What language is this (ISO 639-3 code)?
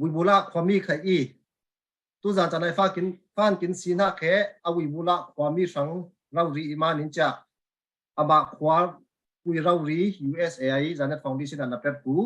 cfm